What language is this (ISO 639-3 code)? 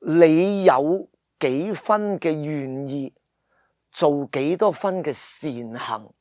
yue